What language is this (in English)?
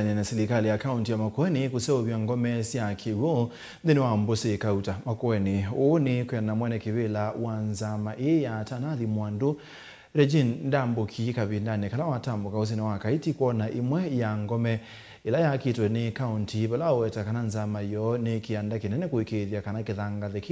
Kamba